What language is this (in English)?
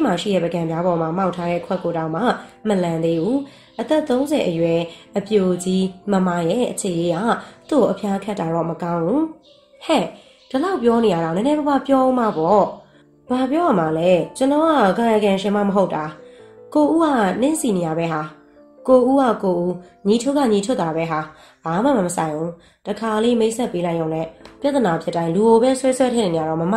Burmese